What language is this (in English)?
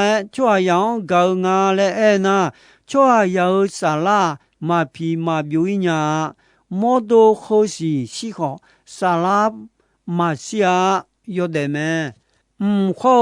Akha